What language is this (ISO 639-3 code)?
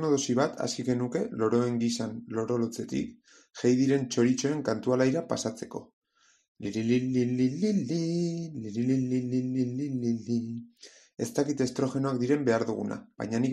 eus